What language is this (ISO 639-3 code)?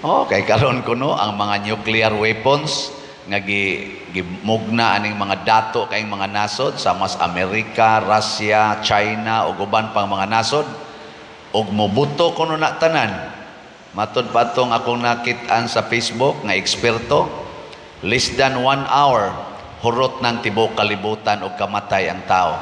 ceb